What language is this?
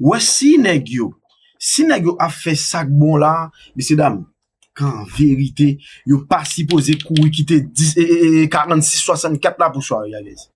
Haitian Creole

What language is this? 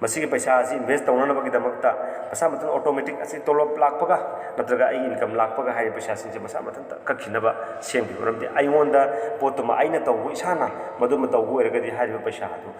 Manipuri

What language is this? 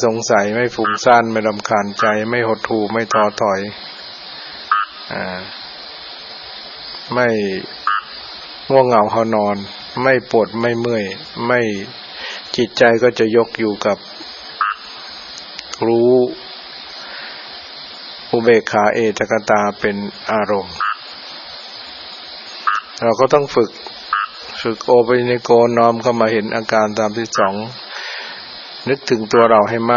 Thai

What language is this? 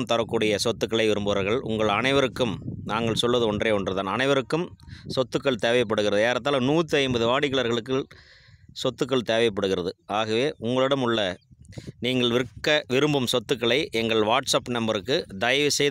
Tamil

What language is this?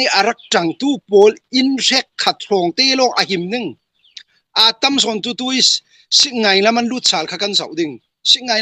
Falam Chin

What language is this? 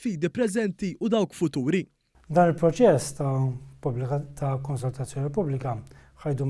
Maltese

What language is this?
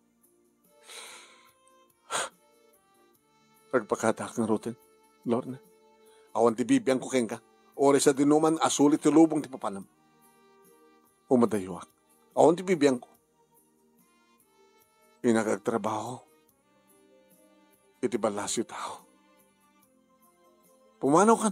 Iloko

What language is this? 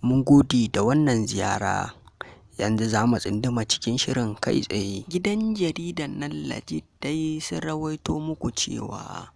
Hausa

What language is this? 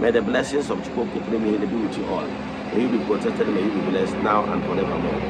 Igbo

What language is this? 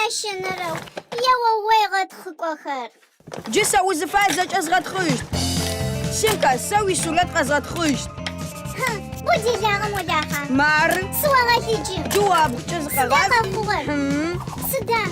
Adyghe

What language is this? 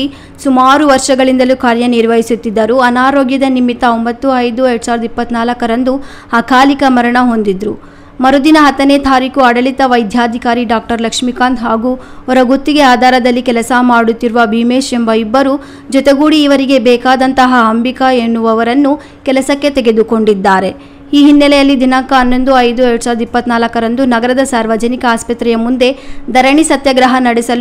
Kannada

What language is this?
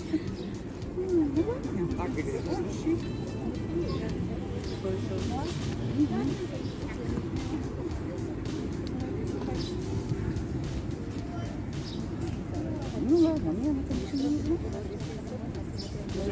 Russian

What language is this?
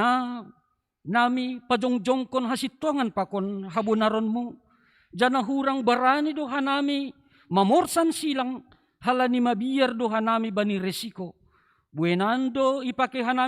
Batak Simalungun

